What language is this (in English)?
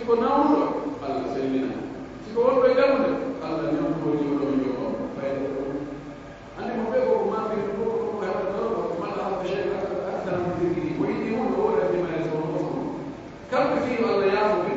Pular